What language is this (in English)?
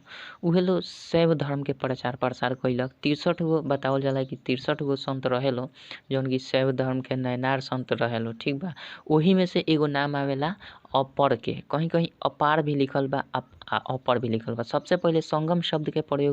Bhojpuri